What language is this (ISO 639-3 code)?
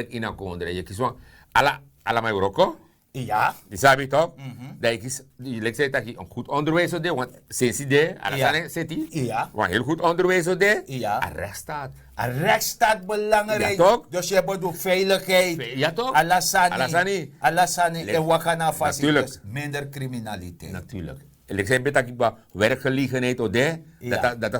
srn